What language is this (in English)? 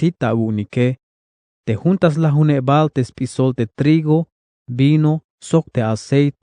Tzeltal